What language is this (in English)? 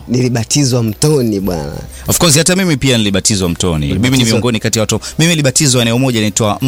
Swahili